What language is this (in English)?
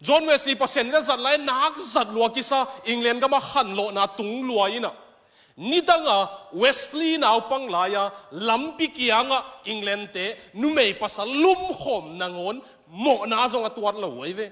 Tedim Chin